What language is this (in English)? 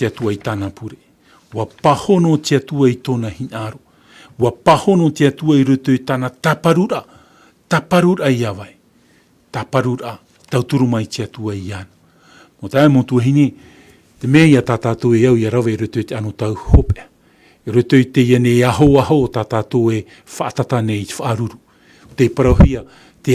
Tahitian